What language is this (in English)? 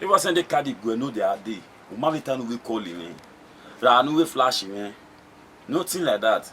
Bini